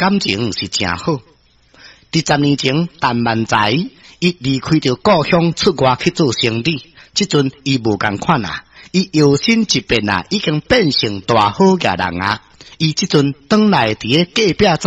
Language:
Min Nan Chinese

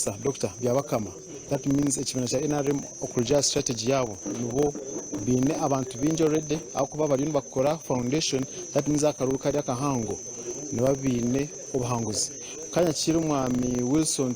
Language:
Nyankole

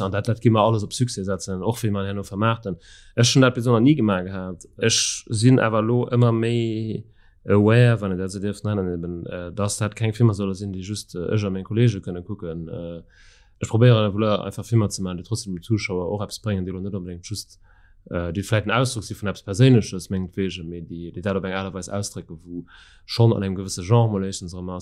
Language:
Luxembourgish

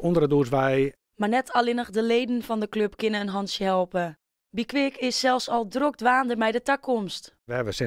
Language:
Western Frisian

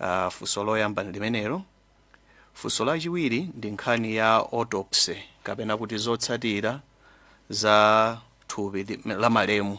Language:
Nyanja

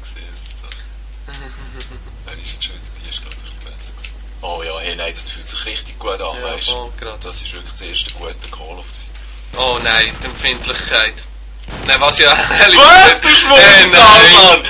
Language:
Swiss German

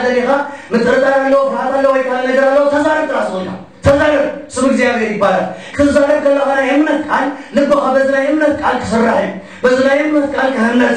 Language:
Tigrinya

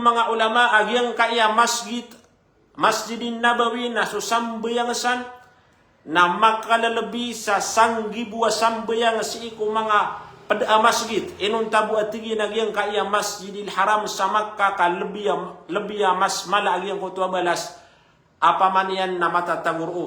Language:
Maranao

